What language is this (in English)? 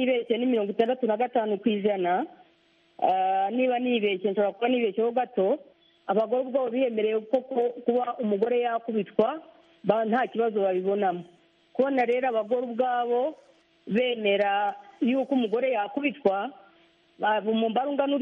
Kinyarwanda